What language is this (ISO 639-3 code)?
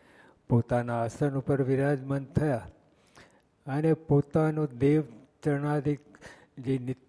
guj